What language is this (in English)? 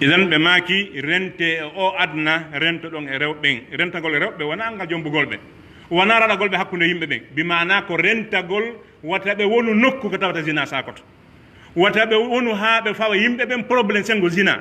Pular